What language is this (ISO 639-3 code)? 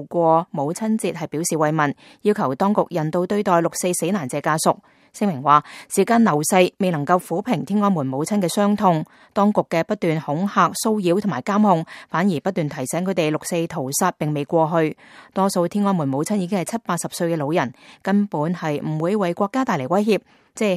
yue